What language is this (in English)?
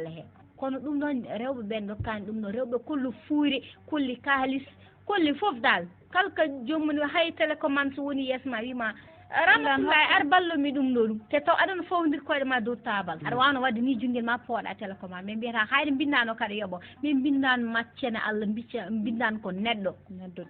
Fula